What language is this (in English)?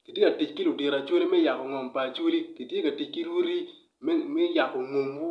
Acoli